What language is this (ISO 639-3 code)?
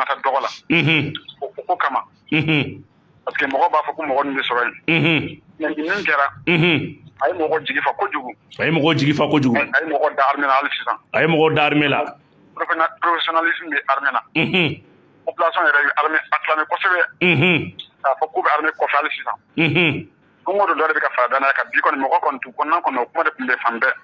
bam